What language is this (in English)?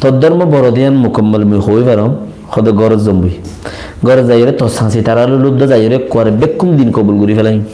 Rohingya